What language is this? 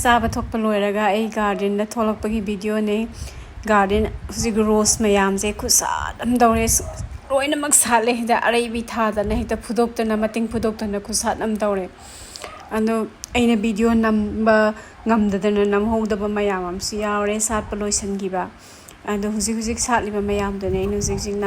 Manipuri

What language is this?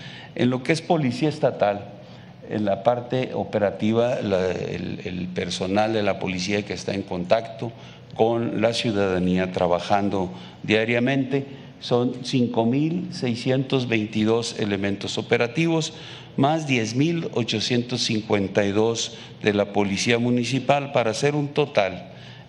Spanish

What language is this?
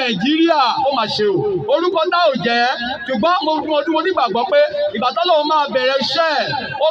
Yoruba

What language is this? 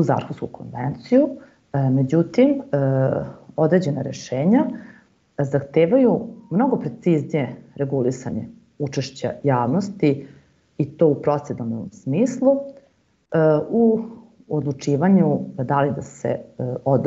Serbian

